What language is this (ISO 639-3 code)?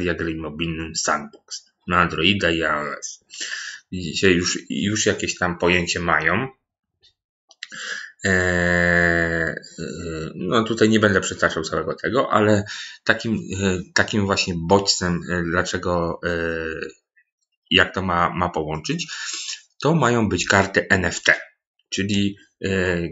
pol